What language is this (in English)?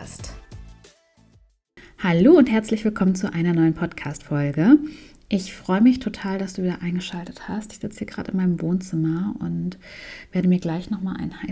German